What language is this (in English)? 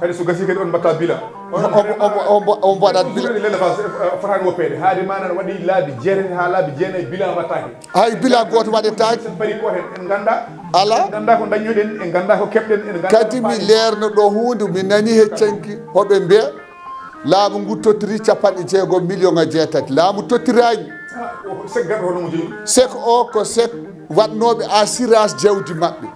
Fula